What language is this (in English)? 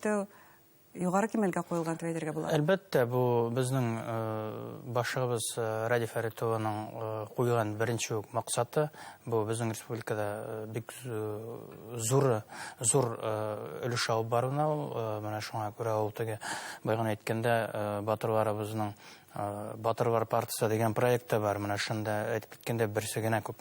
Bashkir